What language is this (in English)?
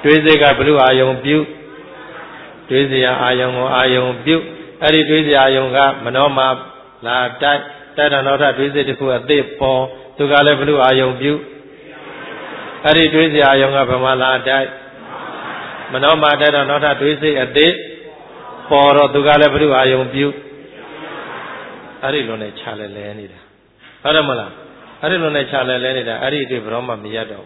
Burmese